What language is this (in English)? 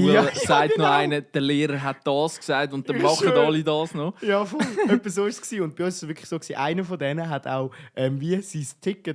Swiss German